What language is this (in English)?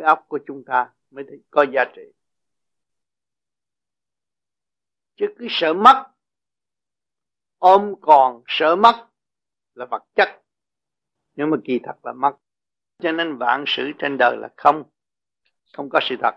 Vietnamese